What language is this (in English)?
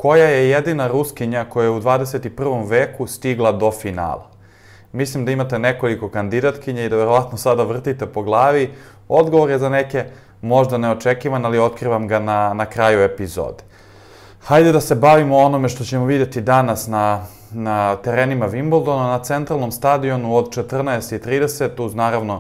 Serbian